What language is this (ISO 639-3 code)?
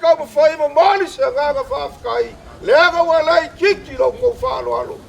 smo